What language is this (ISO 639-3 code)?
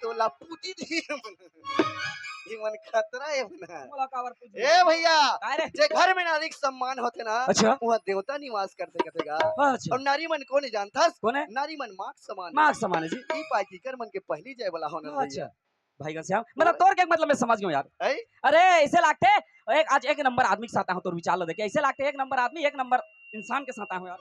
hne